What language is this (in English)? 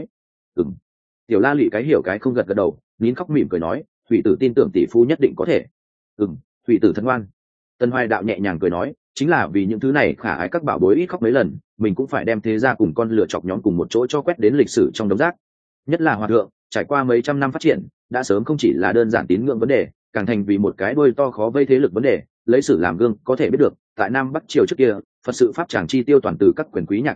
Vietnamese